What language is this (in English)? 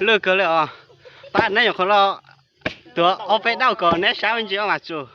Hmong